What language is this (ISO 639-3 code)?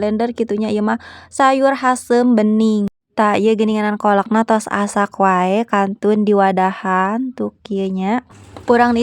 sun